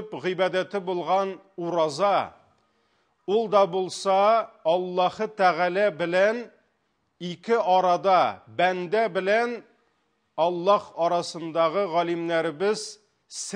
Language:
Tatar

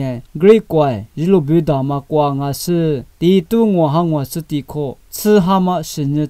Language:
Lisu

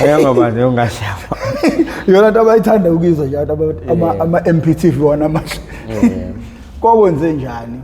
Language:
Zulu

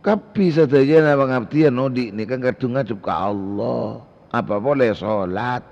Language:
Madurese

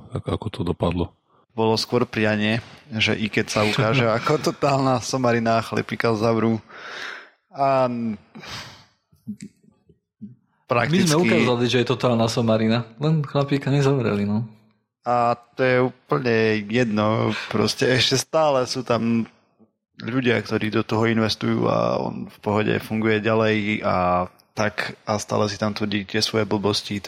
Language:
Slovak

